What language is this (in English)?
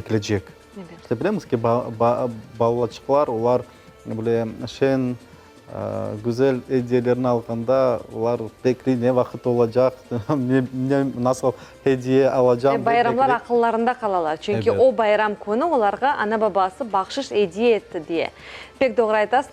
Crimean Tatar